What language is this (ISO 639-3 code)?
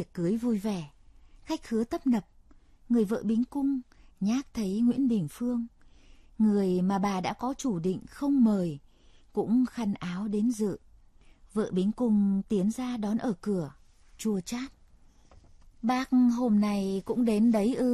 vie